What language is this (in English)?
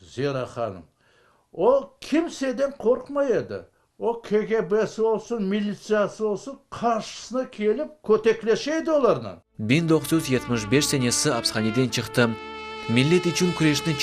Crimean Tatar